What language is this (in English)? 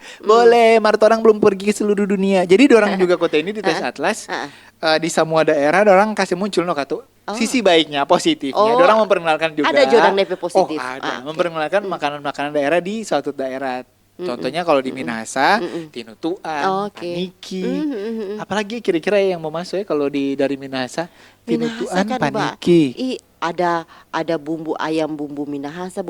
Manado Malay